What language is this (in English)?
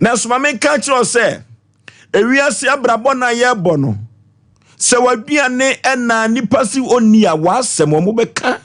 Akan